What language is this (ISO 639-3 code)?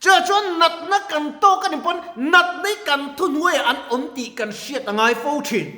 lus